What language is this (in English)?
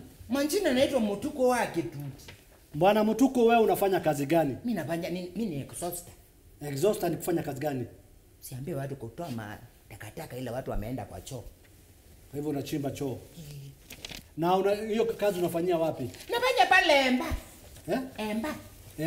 Swahili